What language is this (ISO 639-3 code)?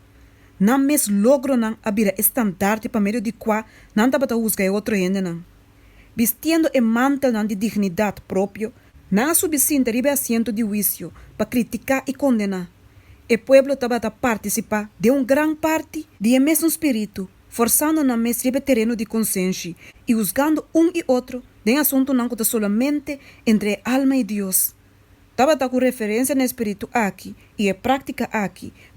pap